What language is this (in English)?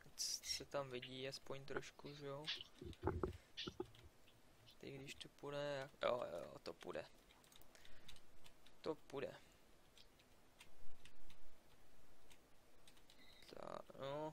Czech